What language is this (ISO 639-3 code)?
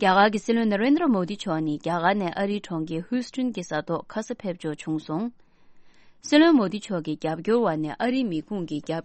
bod